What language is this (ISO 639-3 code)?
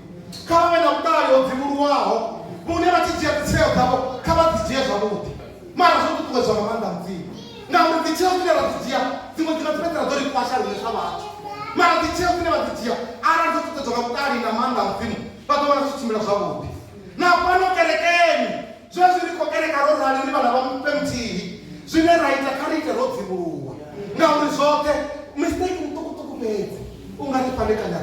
ven